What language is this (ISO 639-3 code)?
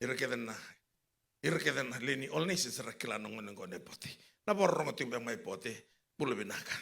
fij